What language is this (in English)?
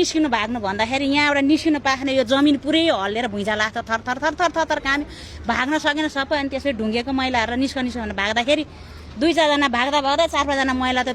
Nepali